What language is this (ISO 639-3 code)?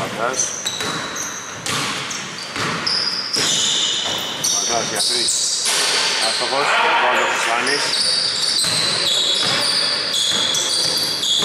ell